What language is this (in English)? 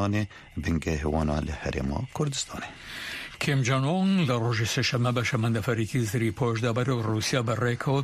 Kurdish